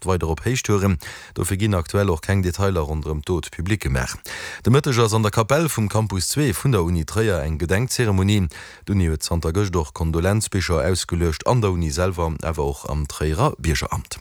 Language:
Luxembourgish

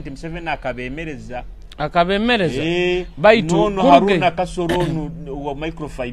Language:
Nyoro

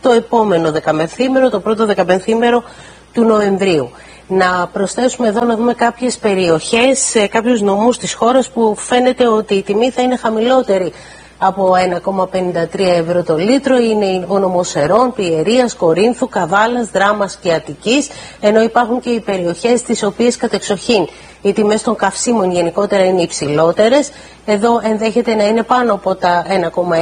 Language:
Greek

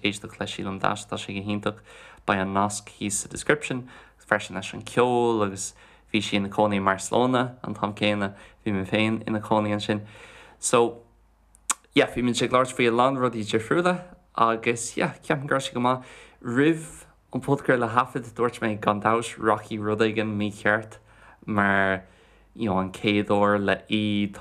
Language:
Irish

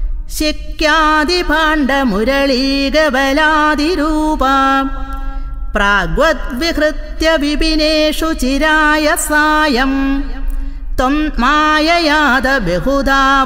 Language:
Sanskrit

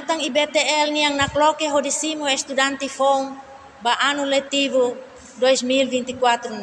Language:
Tetum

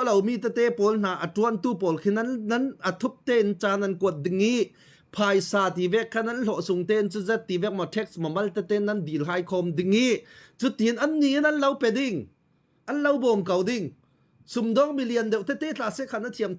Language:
Falam Chin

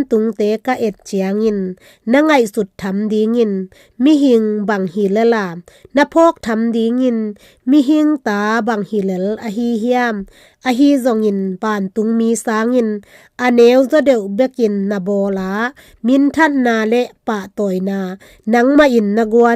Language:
Tedim Chin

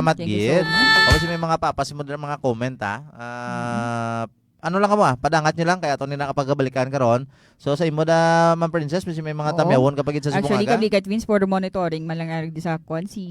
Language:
Hiligaynon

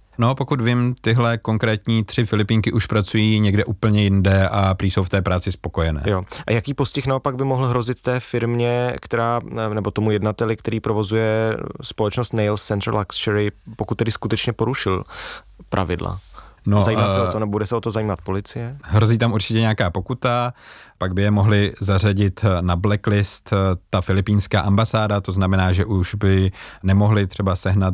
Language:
Czech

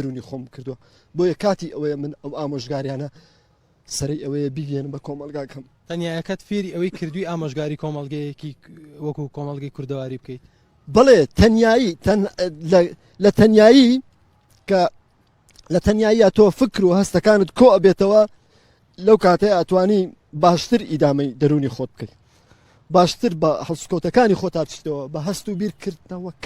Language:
Central Kurdish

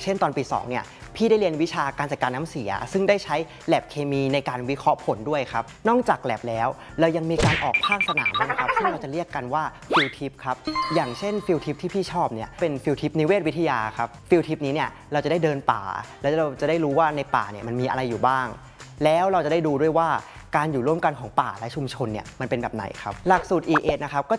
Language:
Thai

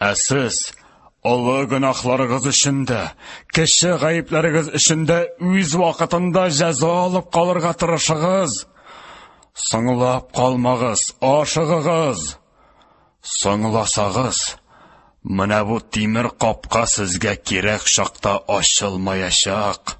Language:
Tatar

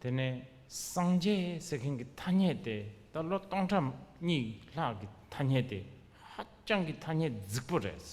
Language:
Tibetan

